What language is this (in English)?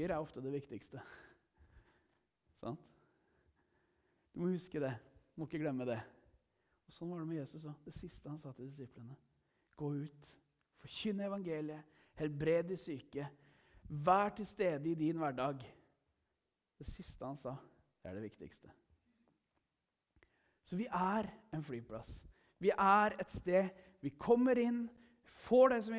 Norwegian